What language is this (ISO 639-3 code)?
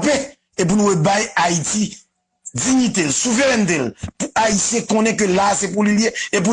hat